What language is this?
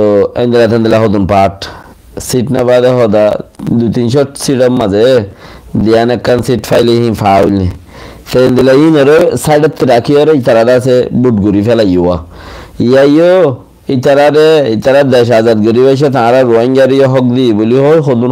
Rohingya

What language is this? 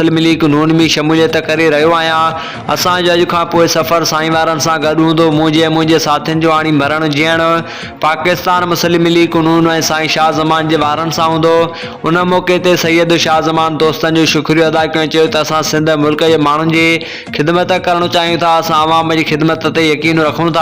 Sindhi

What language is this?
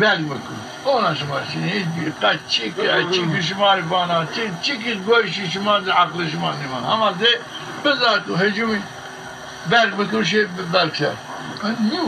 Zaza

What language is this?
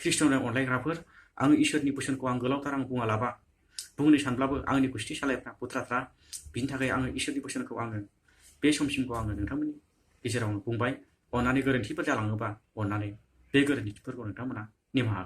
Bodo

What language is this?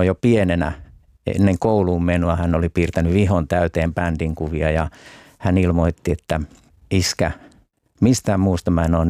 Finnish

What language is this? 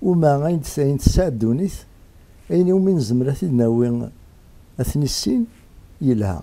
Kabyle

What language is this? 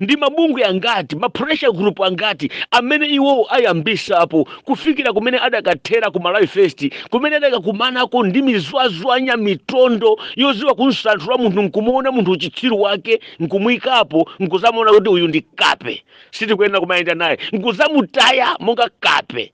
Nyanja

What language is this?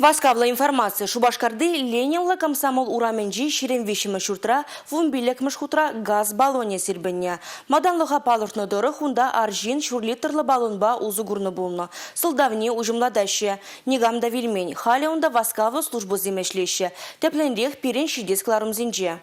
Chuvash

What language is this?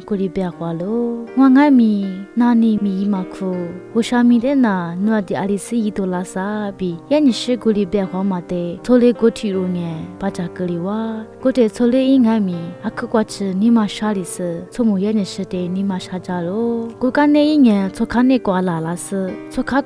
Lisu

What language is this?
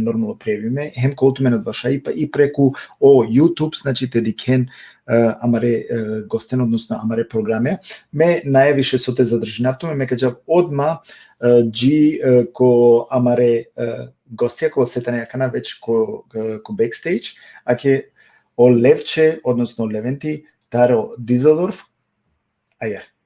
Balkan Romani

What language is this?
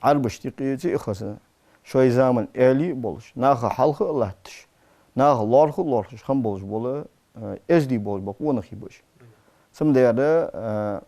Ingush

